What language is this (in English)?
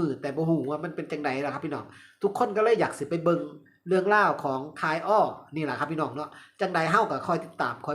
Northeastern Thai